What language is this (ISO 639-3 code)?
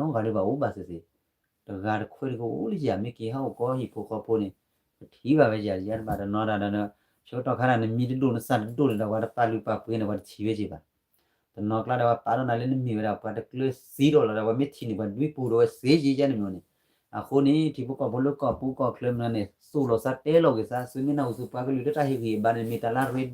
ksw